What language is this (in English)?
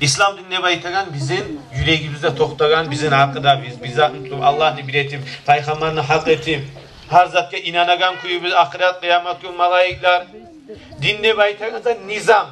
Kumyk